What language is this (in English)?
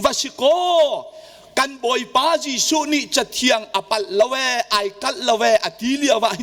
Hakha Chin